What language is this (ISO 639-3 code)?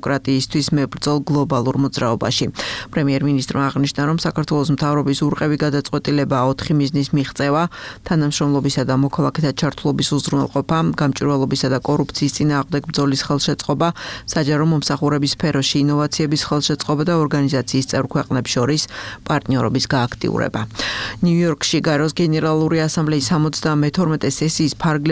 kat